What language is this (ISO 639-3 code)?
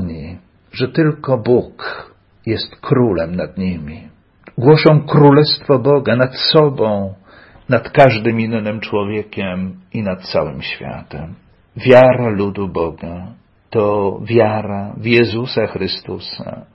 pol